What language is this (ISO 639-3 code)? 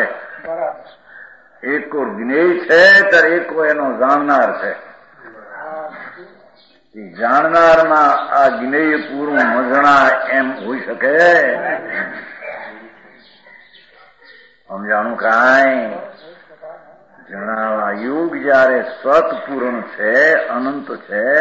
guj